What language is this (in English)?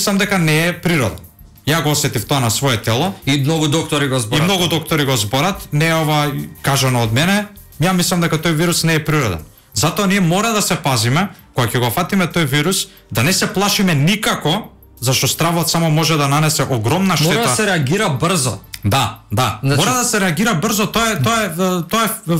Macedonian